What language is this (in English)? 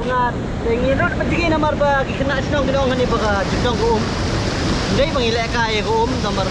Khasi